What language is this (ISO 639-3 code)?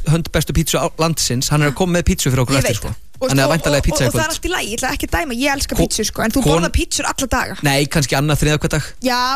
isl